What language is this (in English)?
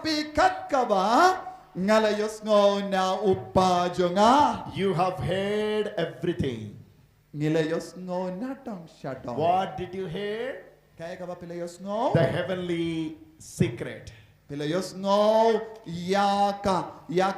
Khasi